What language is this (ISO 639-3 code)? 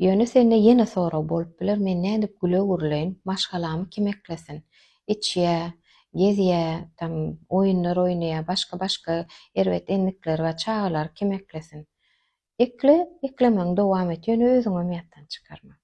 tuk